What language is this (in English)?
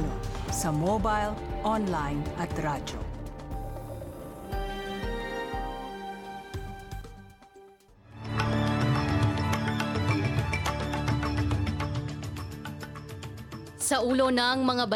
Filipino